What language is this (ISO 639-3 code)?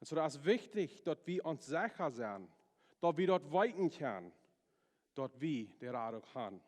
pdt